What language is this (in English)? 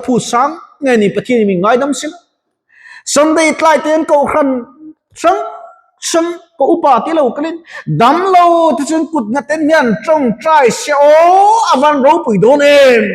Mizo